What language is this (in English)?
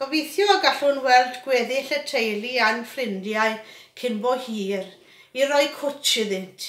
Welsh